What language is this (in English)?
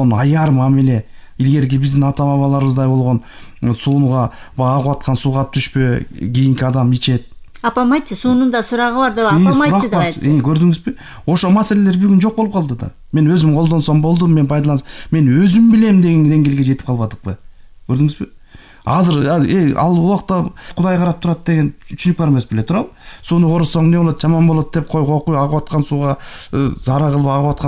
Kyrgyz